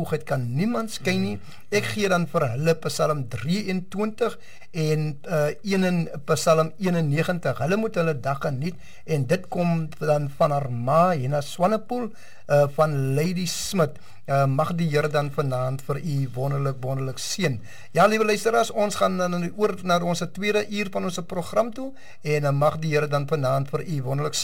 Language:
Afrikaans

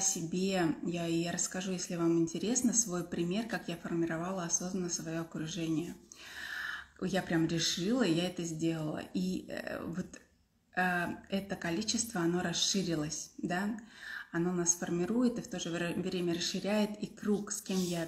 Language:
Russian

